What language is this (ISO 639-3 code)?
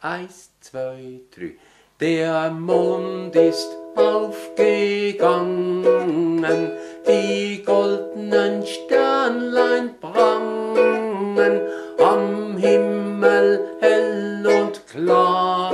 gsw